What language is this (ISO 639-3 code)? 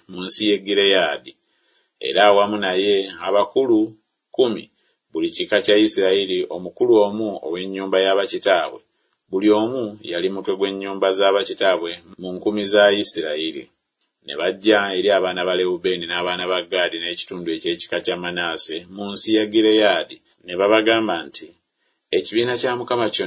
lug